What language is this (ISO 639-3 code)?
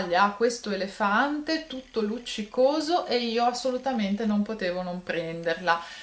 ita